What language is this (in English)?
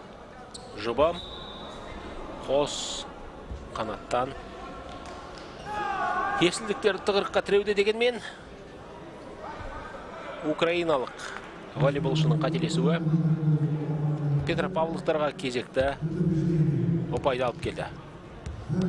Kazakh